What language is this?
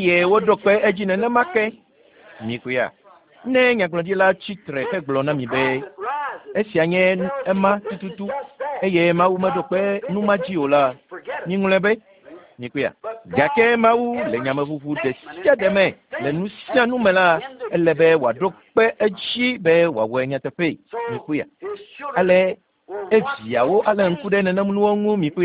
Ewe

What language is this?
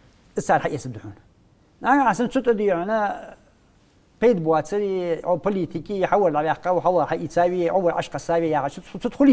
Ingush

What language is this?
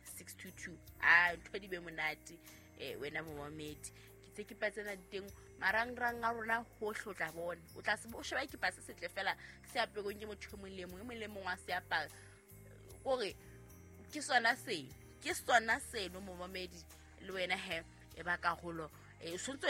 Southern Sotho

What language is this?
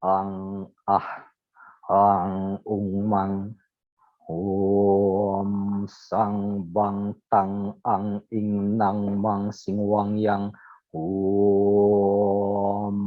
Balinese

